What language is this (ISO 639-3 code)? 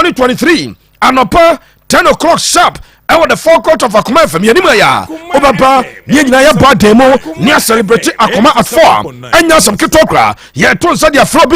aka